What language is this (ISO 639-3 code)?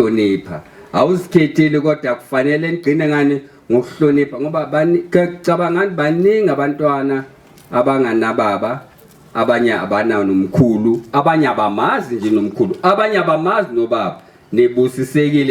zul